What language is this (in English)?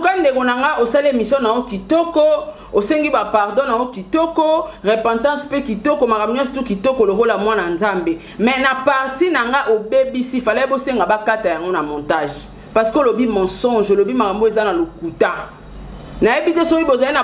Lingala